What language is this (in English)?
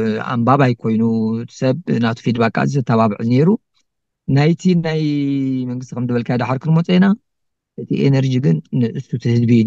Tigrinya